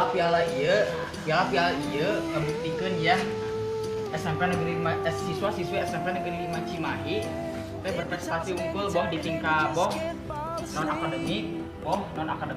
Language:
Sundanese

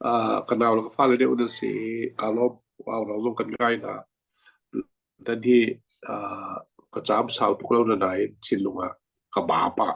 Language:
Hakha Chin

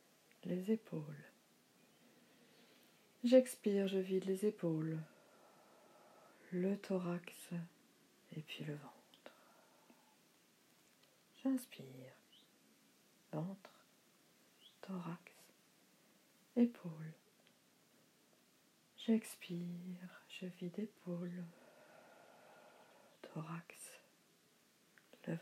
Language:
French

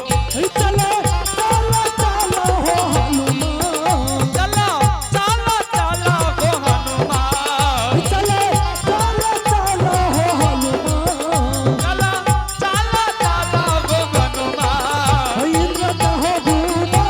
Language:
Angika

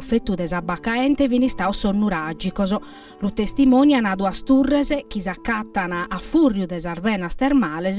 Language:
Sardinian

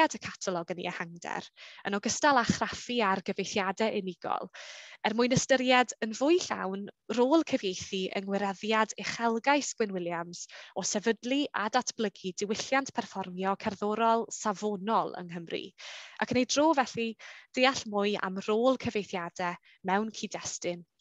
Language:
Welsh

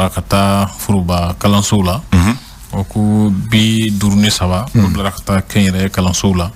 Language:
Bambara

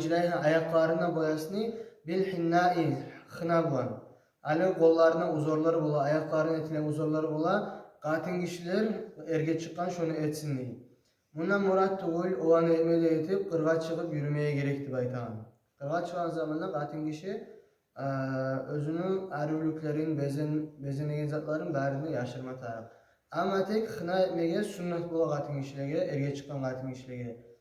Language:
Kumyk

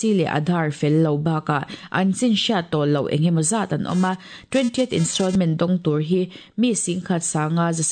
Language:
Mizo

